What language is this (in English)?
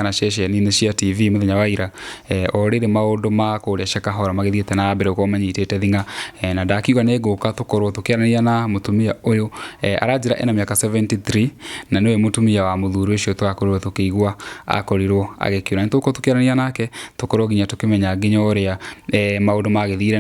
Kikuyu